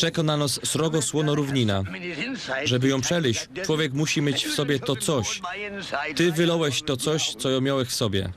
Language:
Silesian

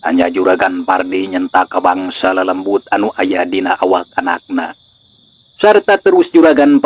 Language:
Sundanese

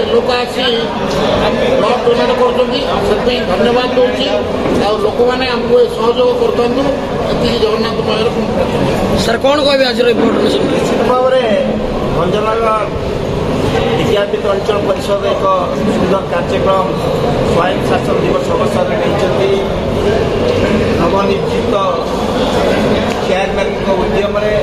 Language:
Odia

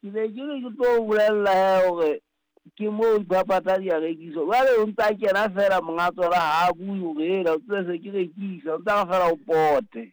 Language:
Southern Sotho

